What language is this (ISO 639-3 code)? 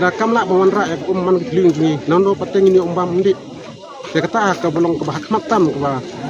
kha